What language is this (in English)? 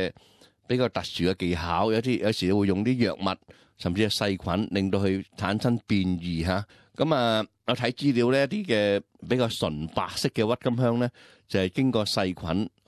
Cantonese